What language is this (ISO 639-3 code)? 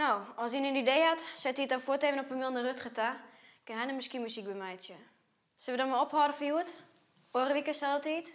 fry